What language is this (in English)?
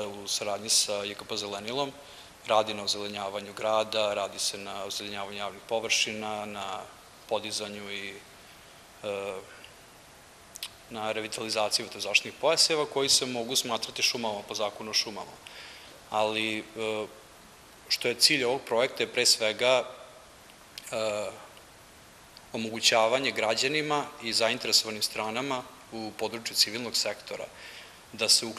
Serbian